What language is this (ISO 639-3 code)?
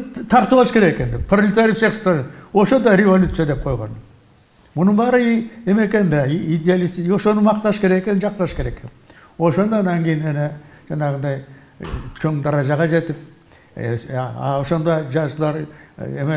kir